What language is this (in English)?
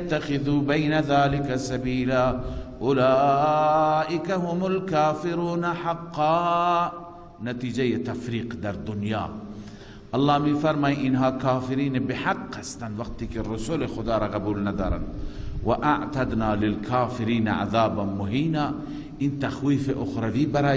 Persian